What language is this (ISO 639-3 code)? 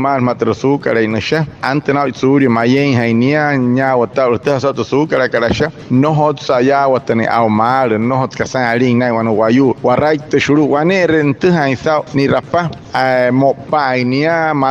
guc